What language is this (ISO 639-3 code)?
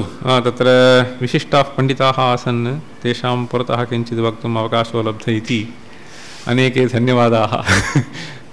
san